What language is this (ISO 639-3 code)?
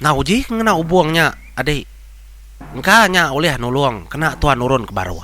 iba